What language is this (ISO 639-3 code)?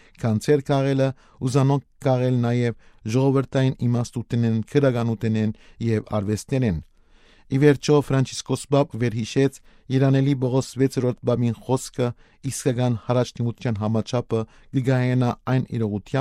hyw